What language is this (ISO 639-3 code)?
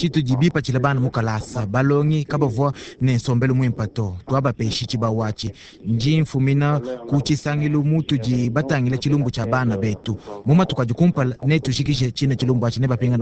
lua